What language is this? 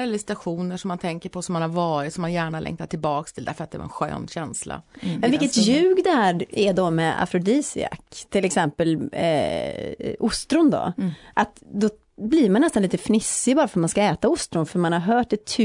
Swedish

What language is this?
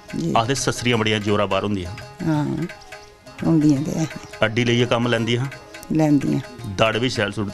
Dogri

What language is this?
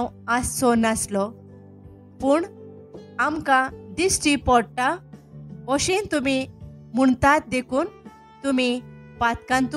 Konkani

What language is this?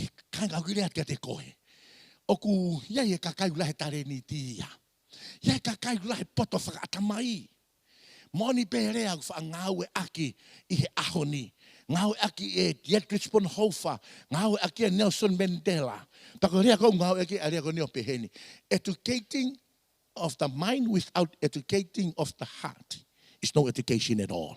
Tongan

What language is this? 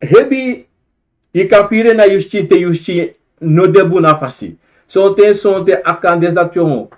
Sranan Tongo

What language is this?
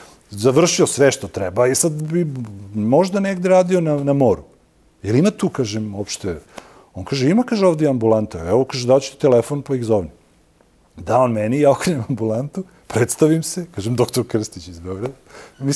Serbian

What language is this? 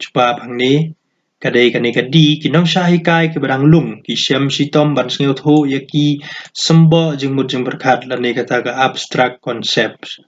Khasi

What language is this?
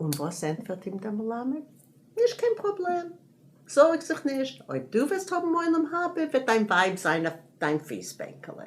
Yiddish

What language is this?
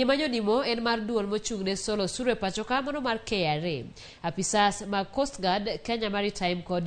Luo (Kenya and Tanzania)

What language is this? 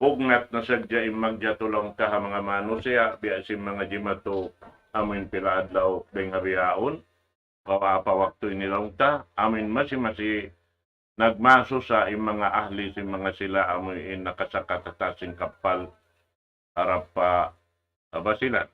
Tausug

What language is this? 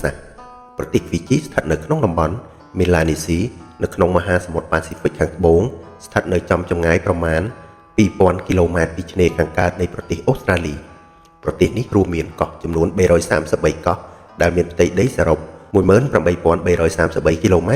Khmer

